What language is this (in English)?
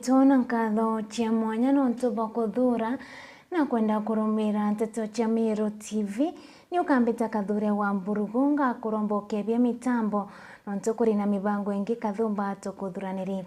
Meru